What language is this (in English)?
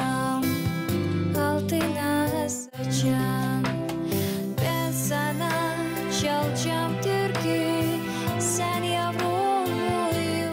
Gagauz